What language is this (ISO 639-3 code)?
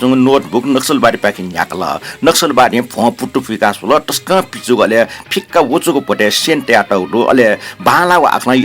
new